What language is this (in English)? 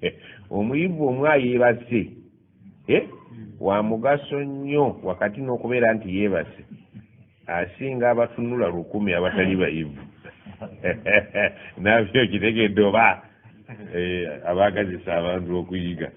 Ganda